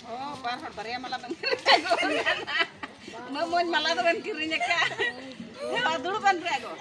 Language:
Santali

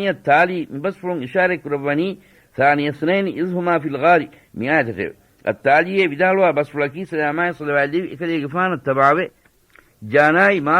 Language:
Divehi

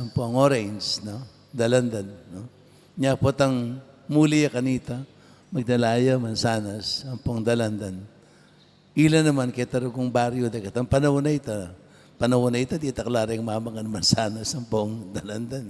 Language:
Pampanga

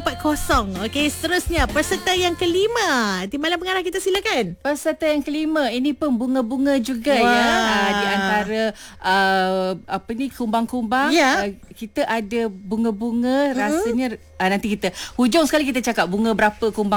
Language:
Malay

